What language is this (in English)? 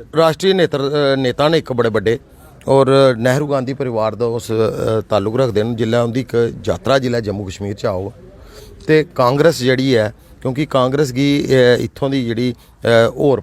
Dogri